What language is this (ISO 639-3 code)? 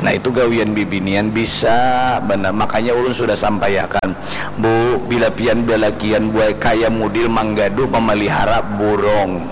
bjn